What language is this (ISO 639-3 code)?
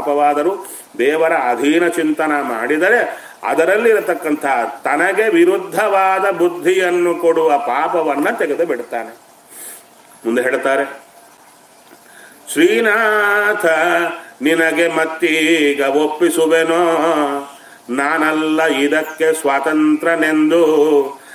kan